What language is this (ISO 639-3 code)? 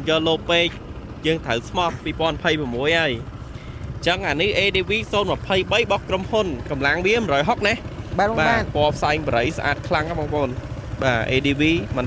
khm